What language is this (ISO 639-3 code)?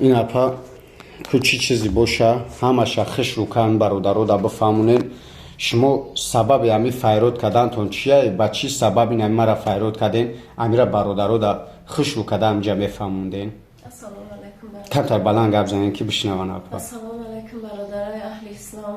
tgk